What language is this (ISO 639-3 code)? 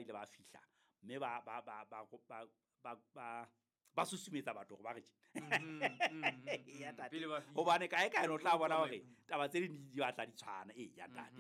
sot